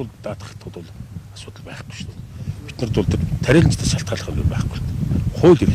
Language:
Mongolian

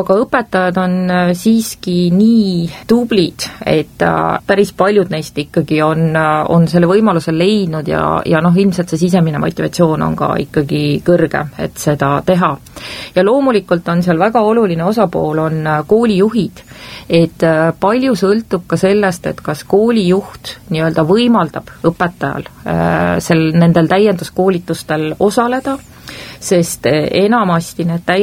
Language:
Estonian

